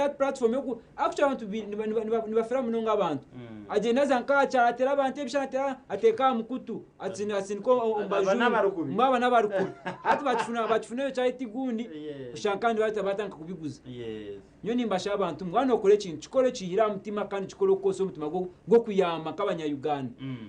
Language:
Nyankole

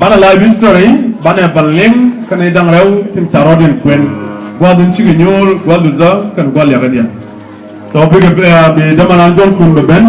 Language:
Nuer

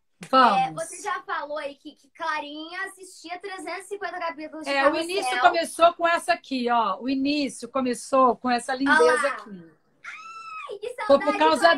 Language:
Portuguese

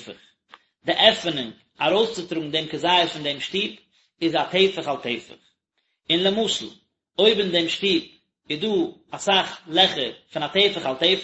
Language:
Yiddish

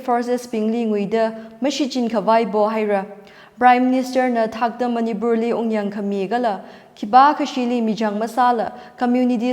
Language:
Tangkhul Naga (India)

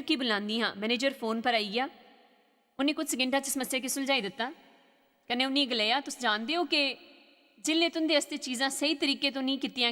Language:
Dogri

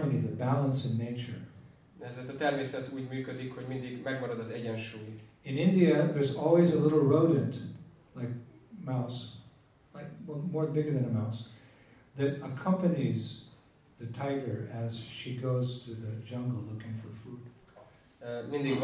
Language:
Hungarian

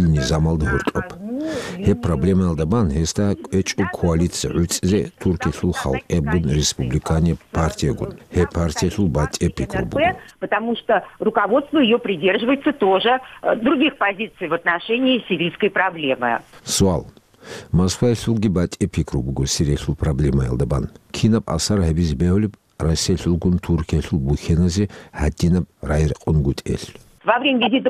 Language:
Avaric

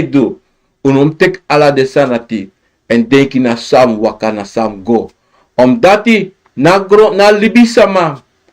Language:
Sranan Tongo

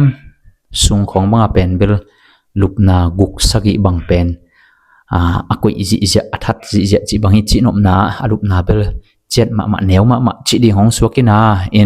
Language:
Tedim Chin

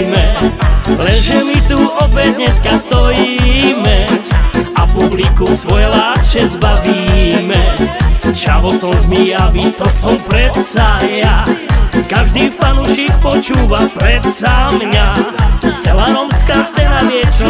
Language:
Slovak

